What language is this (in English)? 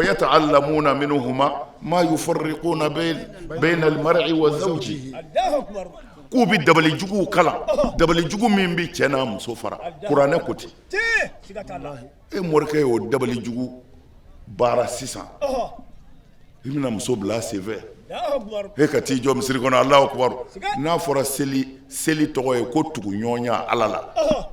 Bambara